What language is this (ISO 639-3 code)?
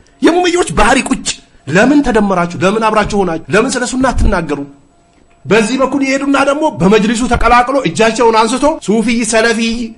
amh